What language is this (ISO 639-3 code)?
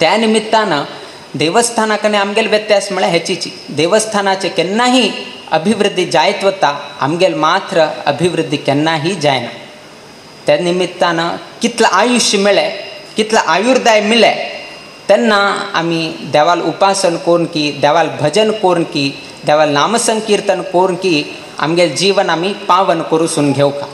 kok